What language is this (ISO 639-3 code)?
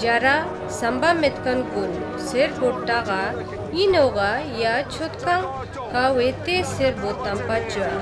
lbj